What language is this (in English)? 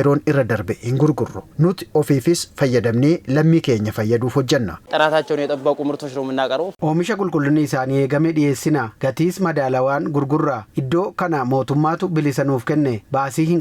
Oromo